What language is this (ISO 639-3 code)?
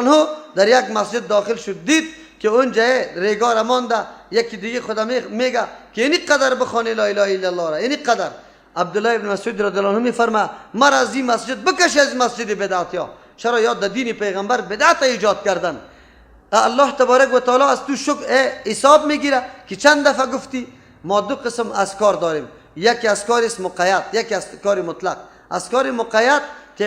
fas